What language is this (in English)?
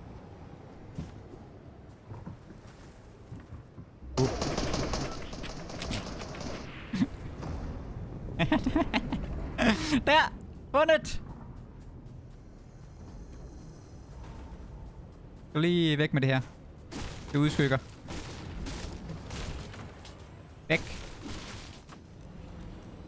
Danish